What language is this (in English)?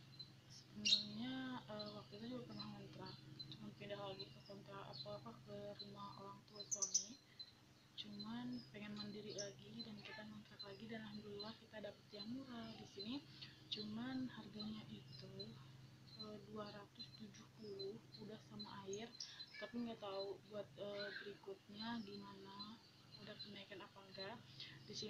Indonesian